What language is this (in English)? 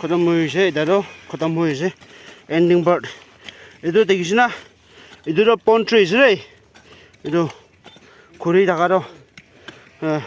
Naga Pidgin